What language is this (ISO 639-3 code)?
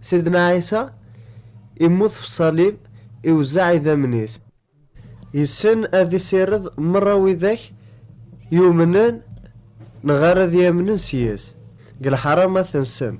kab